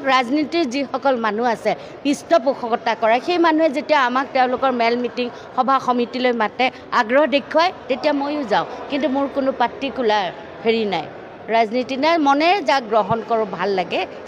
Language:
Assamese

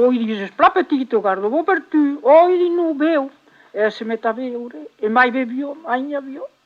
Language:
Occitan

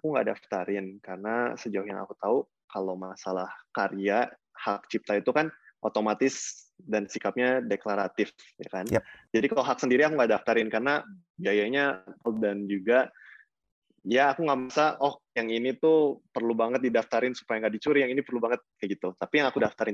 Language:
Indonesian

